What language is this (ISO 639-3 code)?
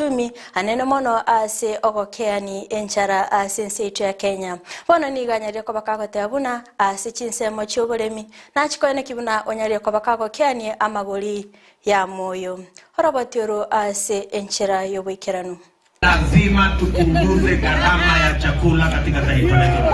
guz